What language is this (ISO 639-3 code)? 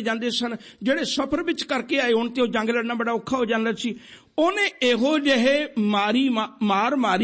pan